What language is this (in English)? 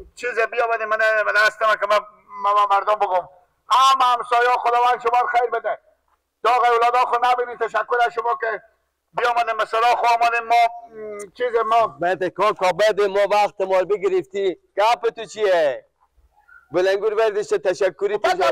Persian